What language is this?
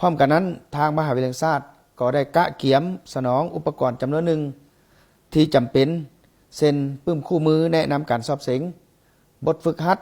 Lao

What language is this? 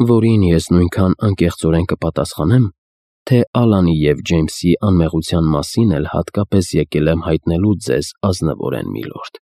Armenian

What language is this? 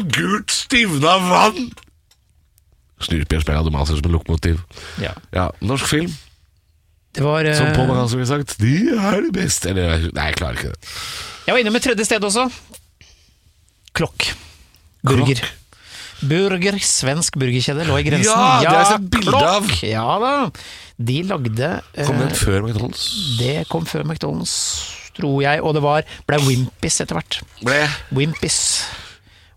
Norwegian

